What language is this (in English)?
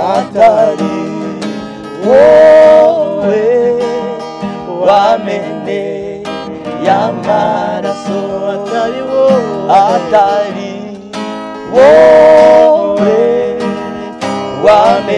Kinyarwanda